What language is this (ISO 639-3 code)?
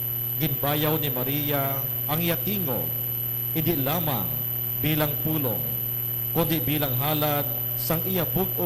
hil